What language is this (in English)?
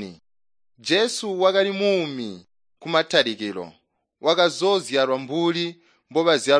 Tonga (Zambia)